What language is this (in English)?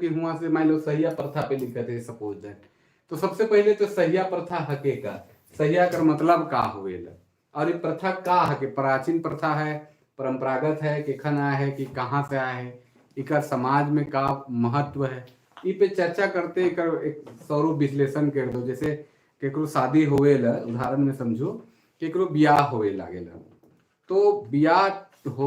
Sadri